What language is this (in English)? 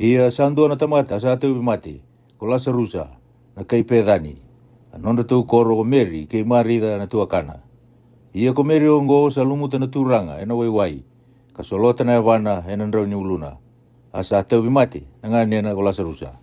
Fijian